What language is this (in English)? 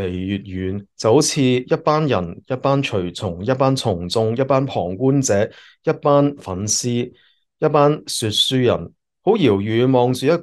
Cantonese